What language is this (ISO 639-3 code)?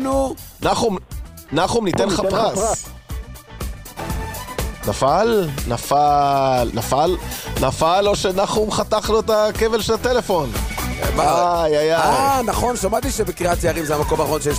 heb